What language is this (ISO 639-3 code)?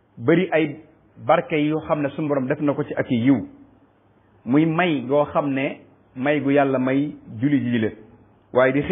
wol